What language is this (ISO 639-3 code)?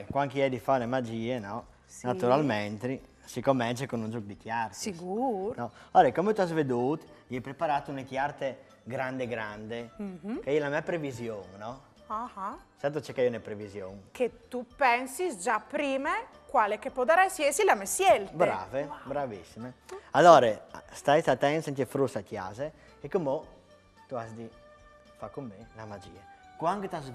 fur